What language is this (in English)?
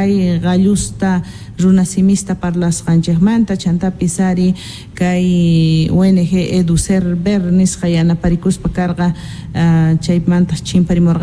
South Bolivian Quechua